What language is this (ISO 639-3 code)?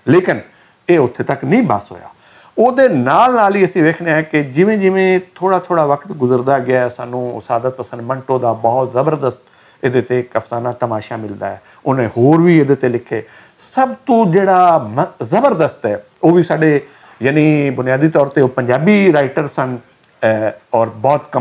lah